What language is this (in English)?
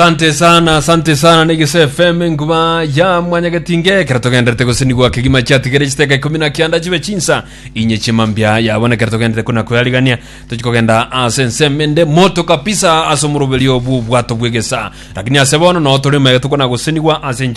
Gusii